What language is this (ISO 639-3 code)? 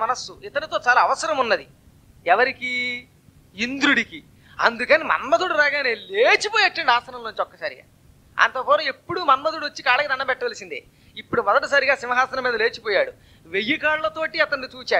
tel